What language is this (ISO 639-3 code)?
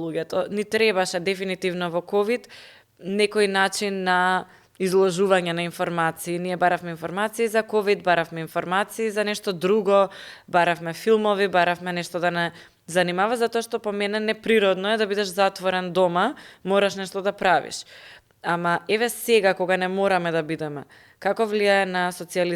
mkd